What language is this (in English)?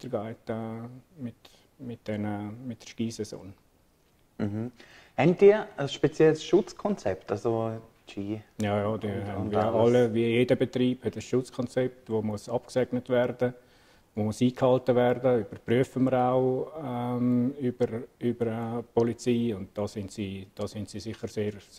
Swiss German